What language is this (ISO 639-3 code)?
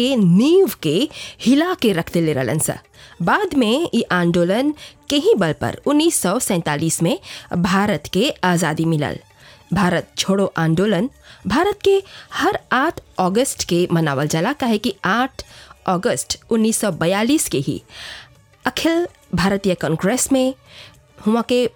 bho